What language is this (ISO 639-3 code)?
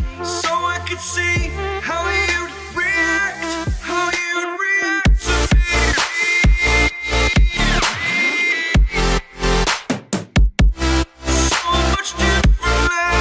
swe